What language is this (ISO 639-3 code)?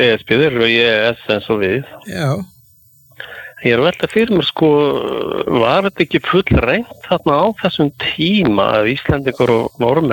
isl